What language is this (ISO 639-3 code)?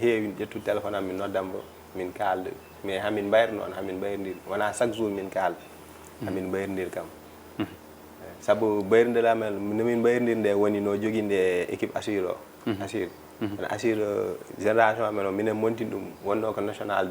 ful